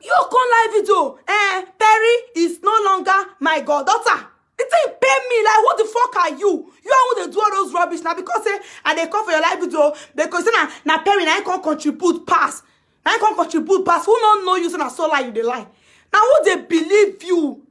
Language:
Nigerian Pidgin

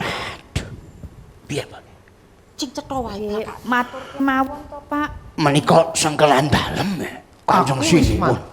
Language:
Javanese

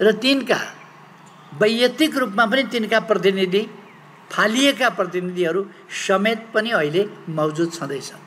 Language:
Nepali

